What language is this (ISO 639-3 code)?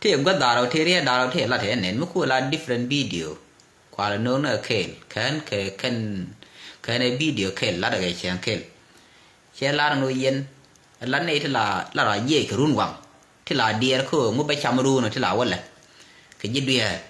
nus